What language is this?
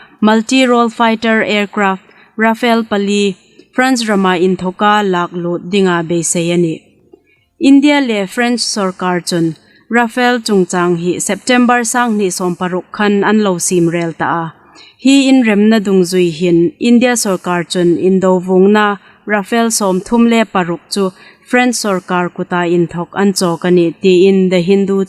Hmar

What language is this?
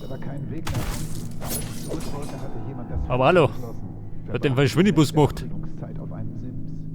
Bavarian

